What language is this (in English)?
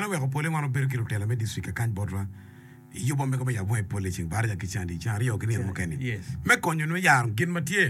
Acoli